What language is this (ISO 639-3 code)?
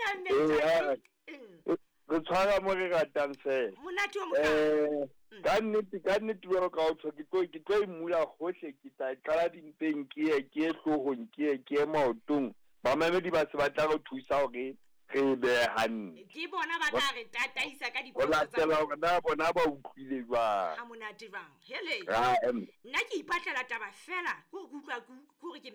sot